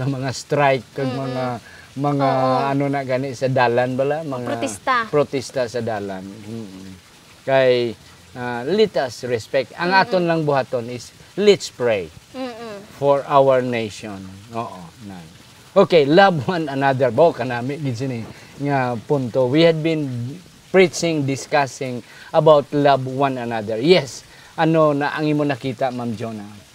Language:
Hiligaynon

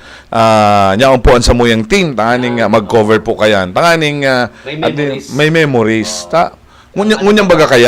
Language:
Bikol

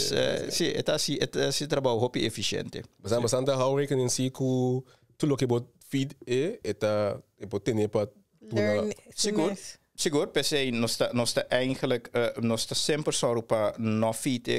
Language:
Papiamento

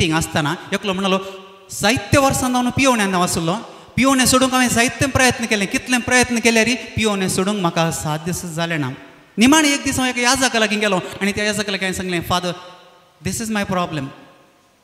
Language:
Konkani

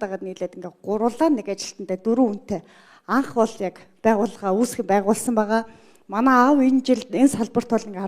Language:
Mongolian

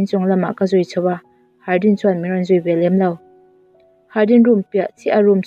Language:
Mizo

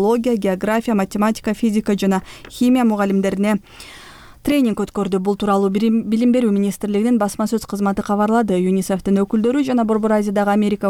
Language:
Kyrgyz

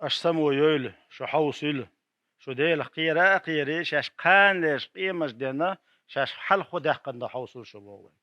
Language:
Chechen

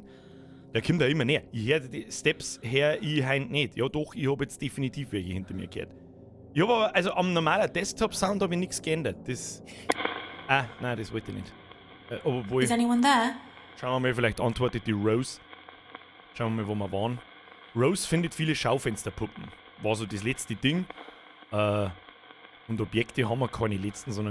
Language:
Bavarian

